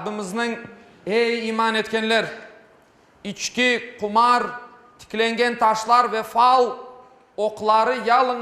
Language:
Crimean Tatar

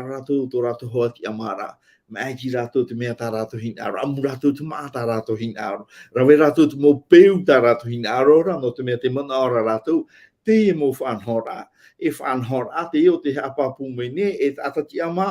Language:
Tahitian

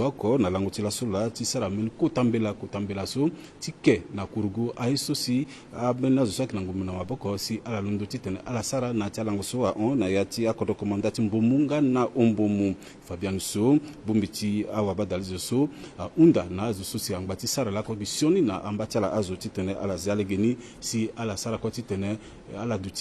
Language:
Sango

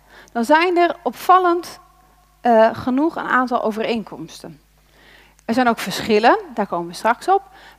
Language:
Dutch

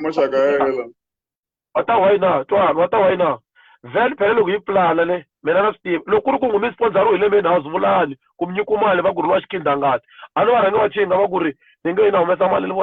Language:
Tsonga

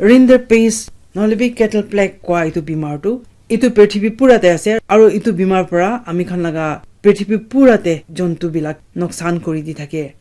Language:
Naga Pidgin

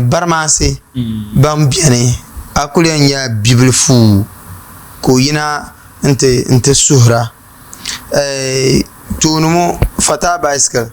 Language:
Dagbani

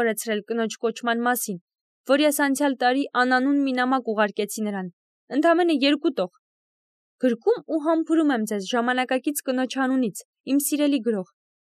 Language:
Armenian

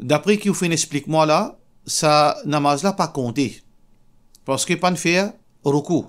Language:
Morisyen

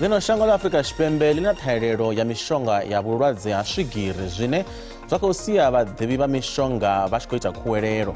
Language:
Venda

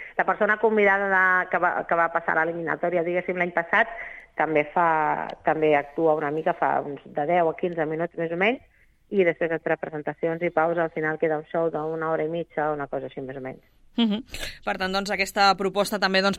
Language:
Catalan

